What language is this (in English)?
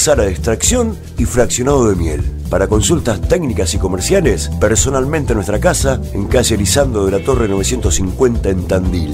Spanish